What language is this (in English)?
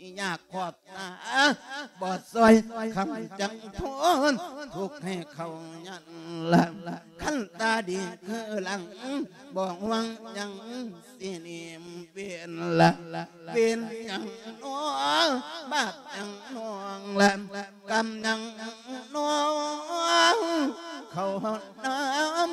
Lao